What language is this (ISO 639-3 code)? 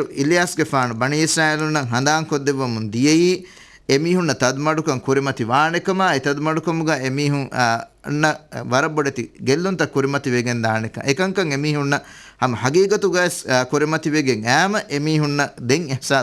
div